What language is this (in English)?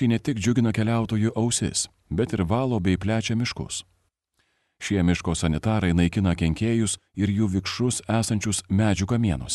Lithuanian